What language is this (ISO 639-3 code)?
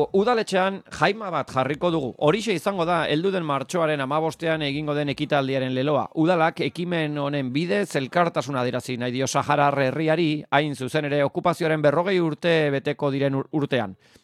eus